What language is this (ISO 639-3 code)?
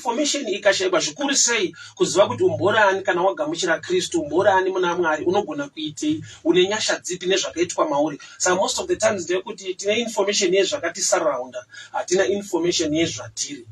sna